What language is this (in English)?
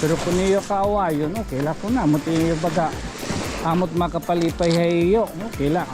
Waray